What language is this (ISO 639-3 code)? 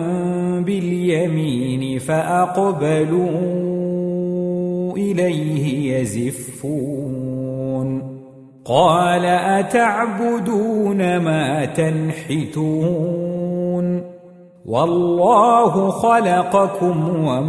ara